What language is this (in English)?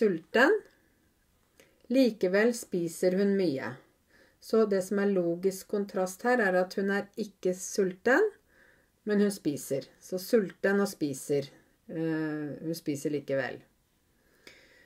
Norwegian